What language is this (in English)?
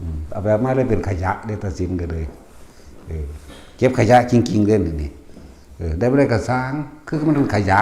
Northeastern Thai